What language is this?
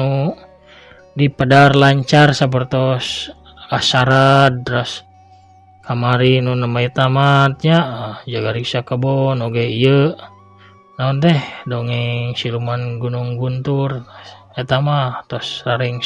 Sundanese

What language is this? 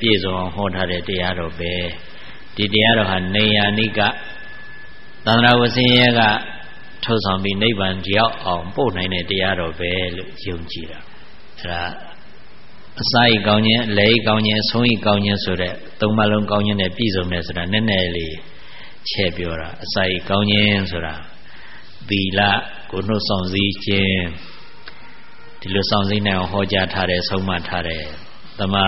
Burmese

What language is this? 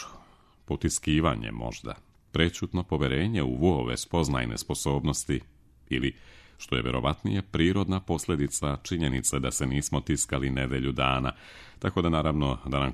Serbian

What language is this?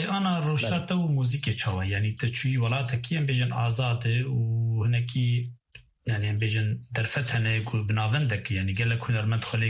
Kurdish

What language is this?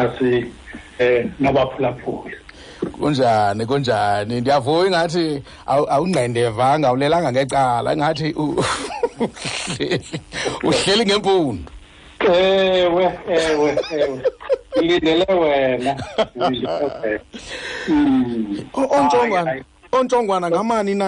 Xhosa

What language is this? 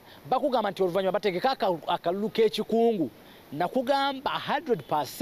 Ganda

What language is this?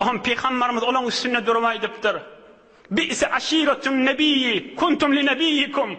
Turkmen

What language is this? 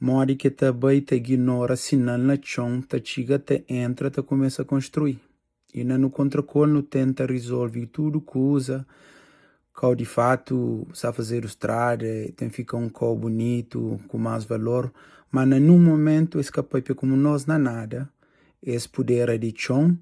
Kabuverdianu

